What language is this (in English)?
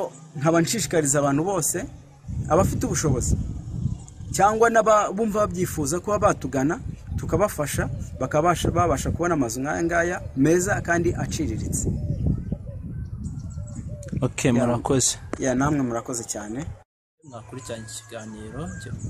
Kinyarwanda